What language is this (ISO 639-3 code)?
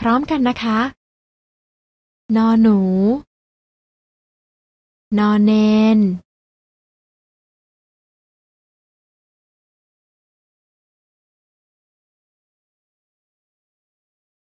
tha